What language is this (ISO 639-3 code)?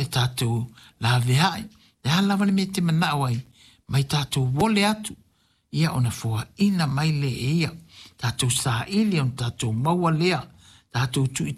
smo